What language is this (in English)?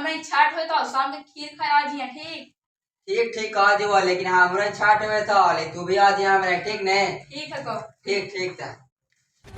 Magahi